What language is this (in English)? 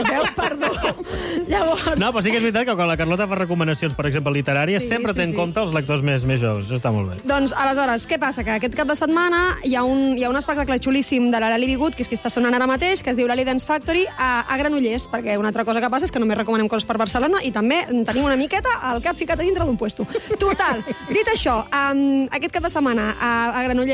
Catalan